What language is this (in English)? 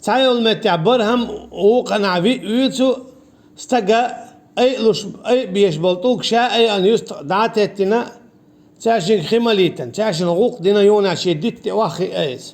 Chechen